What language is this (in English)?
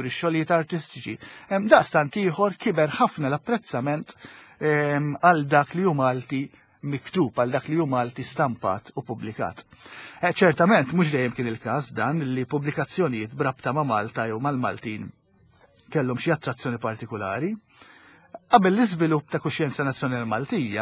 Maltese